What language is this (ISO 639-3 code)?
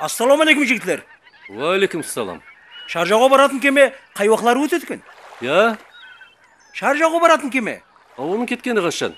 kaa